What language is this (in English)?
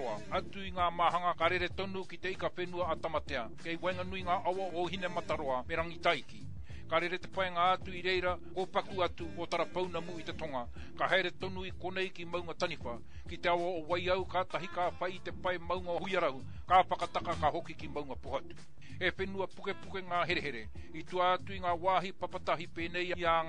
Māori